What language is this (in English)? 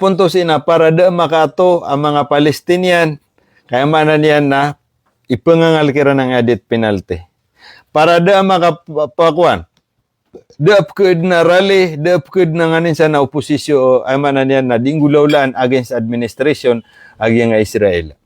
Maranao